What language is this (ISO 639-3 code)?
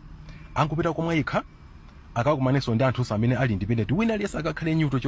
nya